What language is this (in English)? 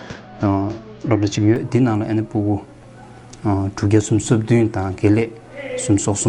Tibetan